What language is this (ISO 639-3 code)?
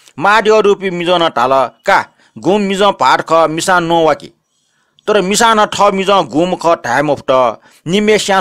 new